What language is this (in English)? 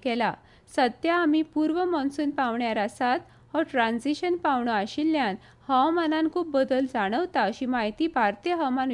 Konkani